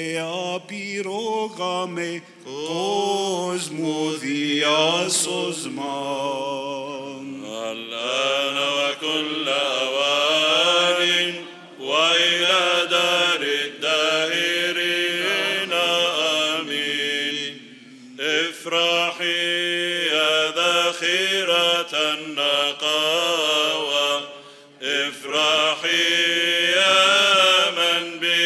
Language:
Arabic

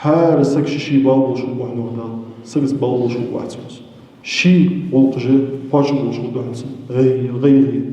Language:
Ingush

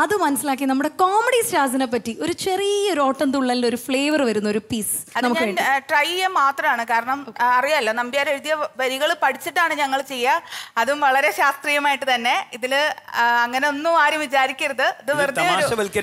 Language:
Malayalam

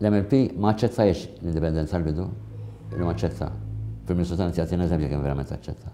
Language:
Maltese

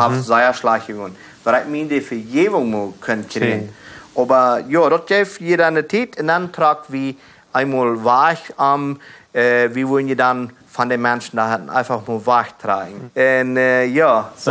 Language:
Plautdietsch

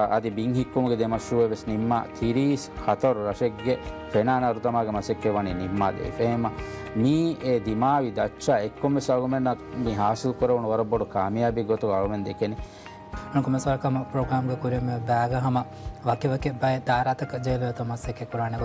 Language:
Divehi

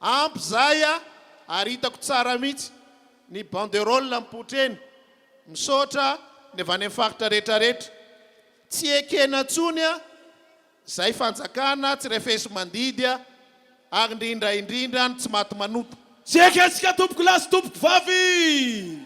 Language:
Malagasy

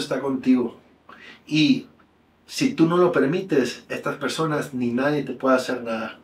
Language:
Spanish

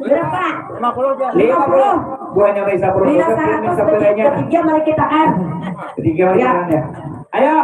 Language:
Banjar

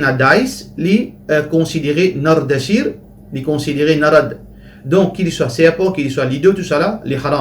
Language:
Morisyen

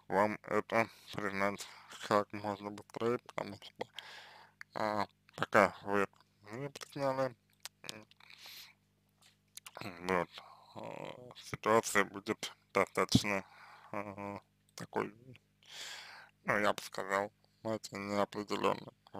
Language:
Russian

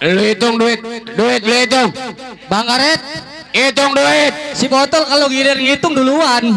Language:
Betawi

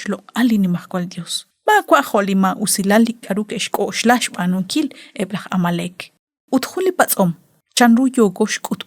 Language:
Kekchí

